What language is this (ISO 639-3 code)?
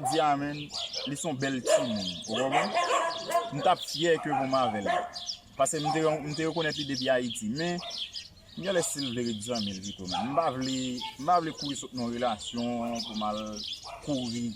hat